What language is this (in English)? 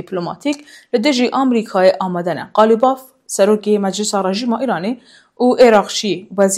Kurdish